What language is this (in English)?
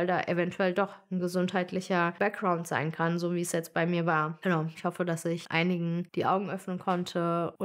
German